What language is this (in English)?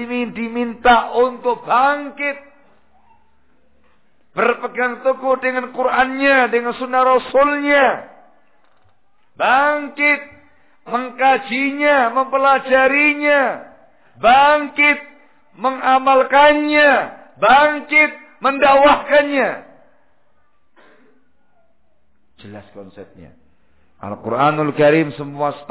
Indonesian